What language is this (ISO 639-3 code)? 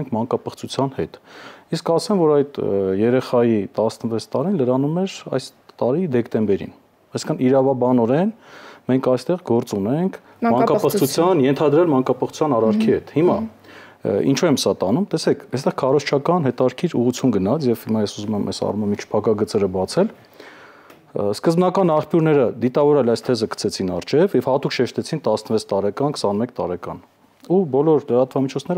hye